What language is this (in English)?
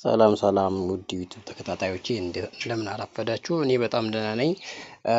Amharic